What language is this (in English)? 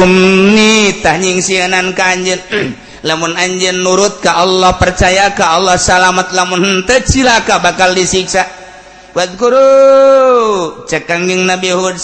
Sundanese